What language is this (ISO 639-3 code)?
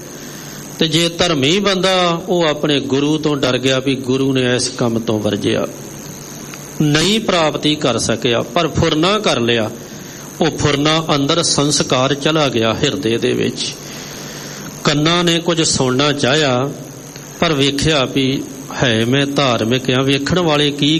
pan